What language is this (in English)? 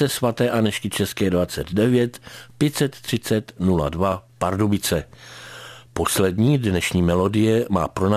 Czech